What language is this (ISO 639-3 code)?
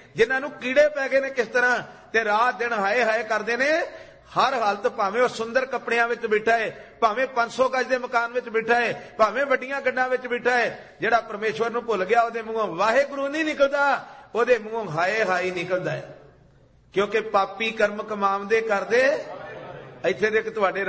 pan